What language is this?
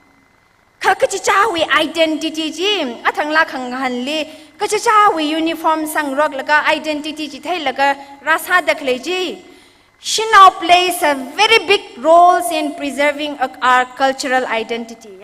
Tangkhul Naga (India)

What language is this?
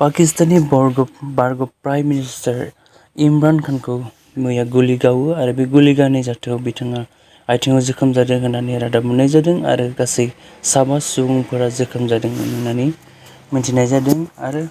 Bodo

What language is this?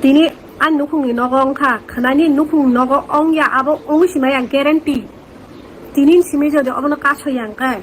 Kok Borok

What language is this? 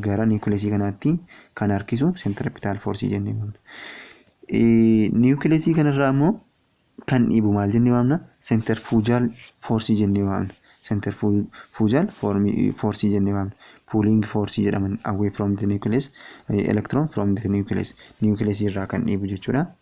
Oromo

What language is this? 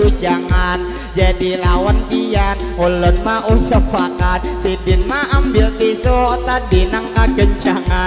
Banjar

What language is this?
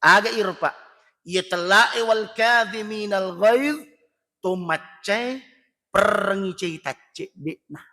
Buginese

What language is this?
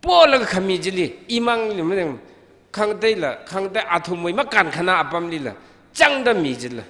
Tangkhul Naga (India)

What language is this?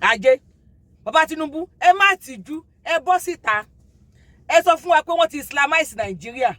Yoruba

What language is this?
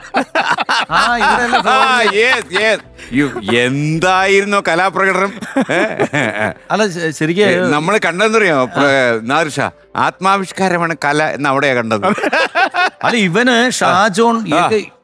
Malayalam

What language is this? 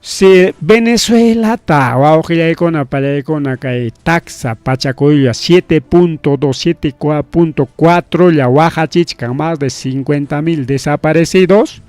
Ayacucho Quechua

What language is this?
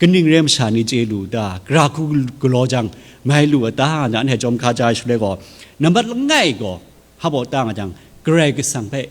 Kachin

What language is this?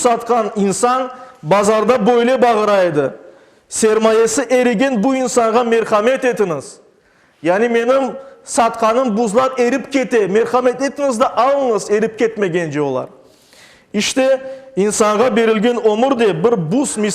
Crimean Tatar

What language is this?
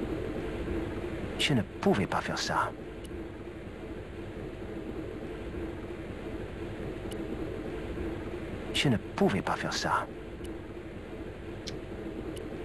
French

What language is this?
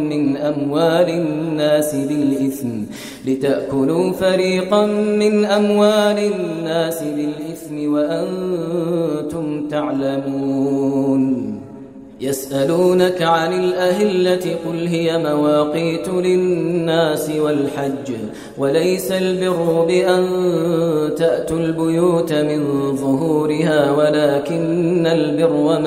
Arabic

